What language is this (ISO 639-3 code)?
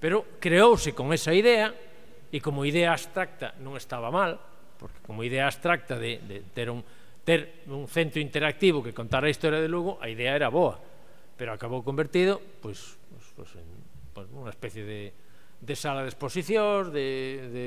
glg